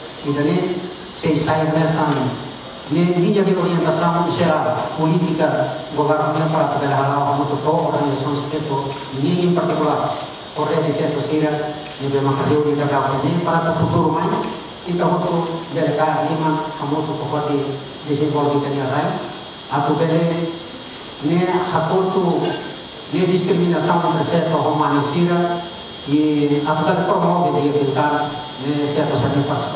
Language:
Tetum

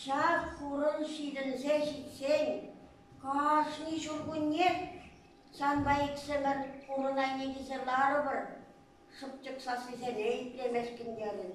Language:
Chuvash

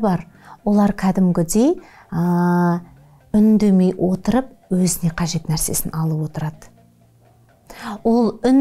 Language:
Kazakh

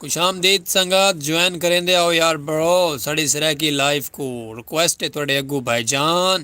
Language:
Saraiki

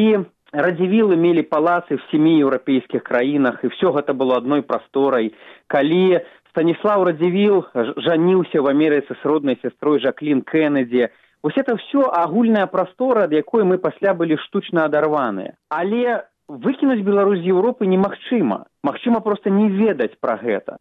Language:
Belarusian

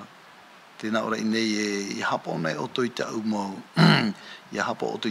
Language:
Tahitian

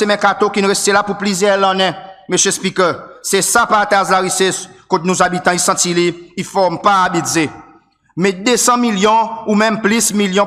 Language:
Seselwa Creole French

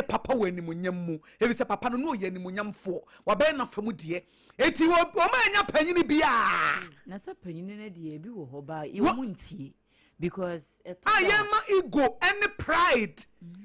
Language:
Akan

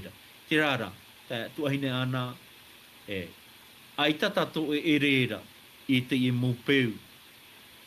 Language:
Tahitian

